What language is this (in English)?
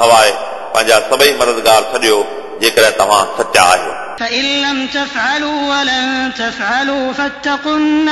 Sindhi